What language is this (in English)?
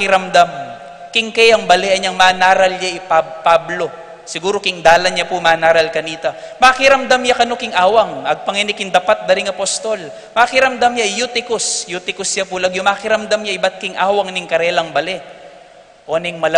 Pampanga